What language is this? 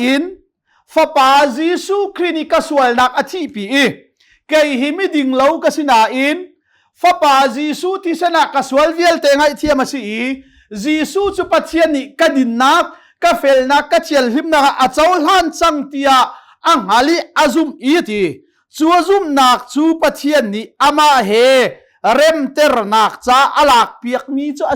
Hakha Chin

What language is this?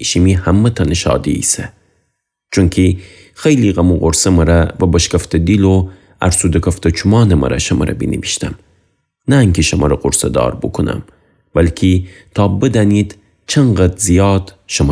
Gilaki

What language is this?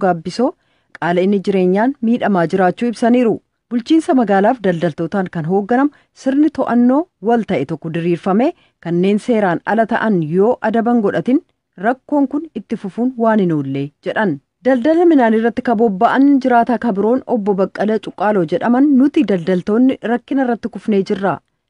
Oromo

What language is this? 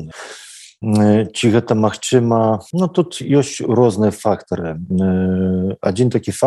Belarusian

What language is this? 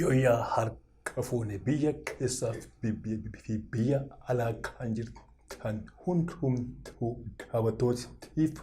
Oromo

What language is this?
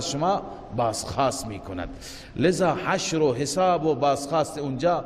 Persian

